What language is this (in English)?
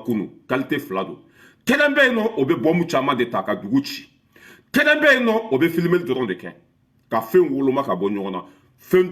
Bambara